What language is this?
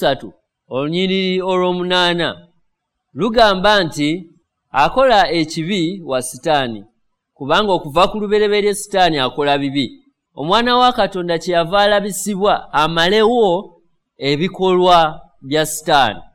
Ganda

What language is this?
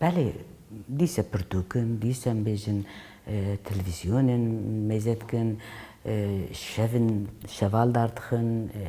Kurdish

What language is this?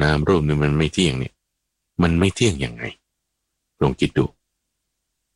Thai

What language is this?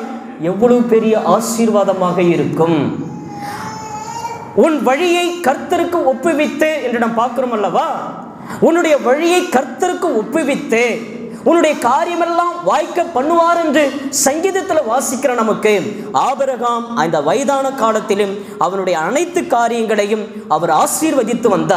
Tamil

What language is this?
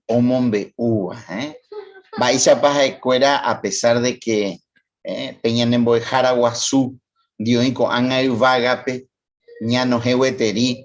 Guarani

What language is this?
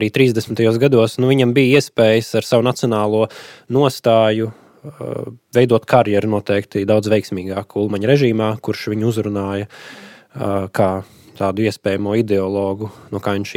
Latvian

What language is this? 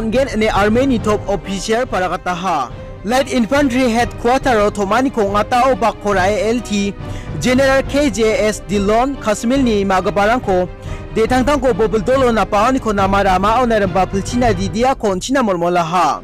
Garo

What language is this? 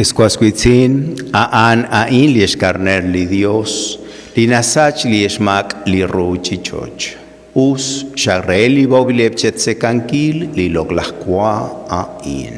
Kekchí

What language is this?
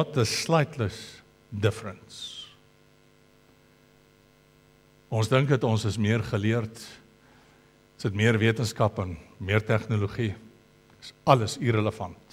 Afrikaans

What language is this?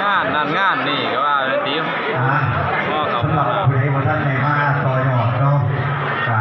Lao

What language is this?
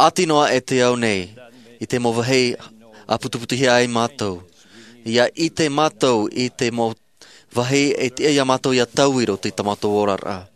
Tahitian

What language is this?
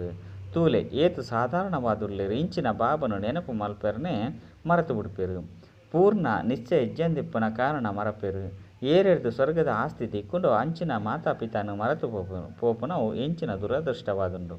Tulu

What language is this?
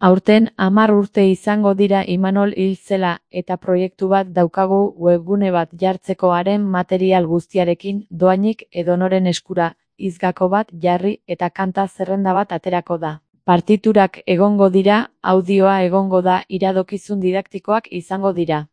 Basque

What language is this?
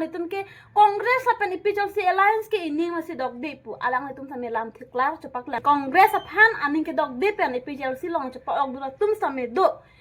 Karbi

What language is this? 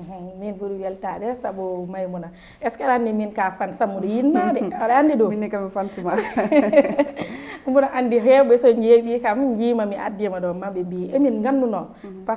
Fula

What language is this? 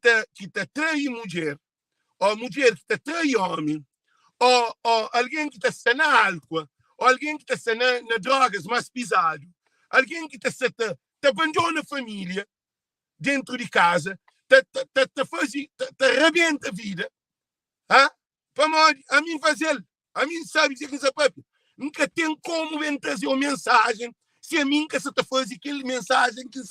Kabuverdianu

